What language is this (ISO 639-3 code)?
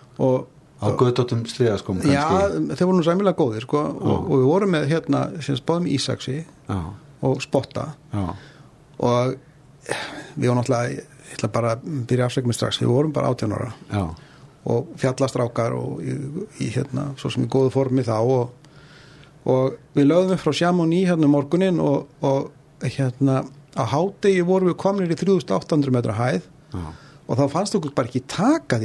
isl